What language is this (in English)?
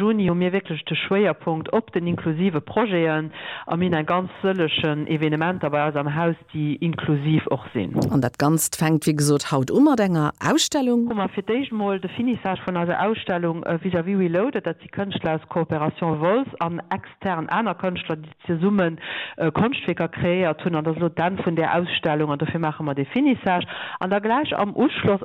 Luxembourgish